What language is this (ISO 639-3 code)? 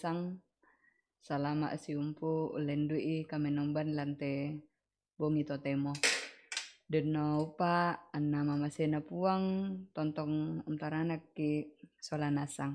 sda